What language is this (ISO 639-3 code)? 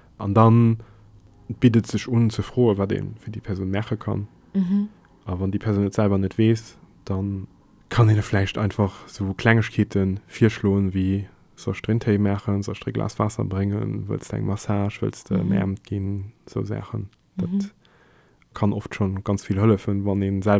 ltz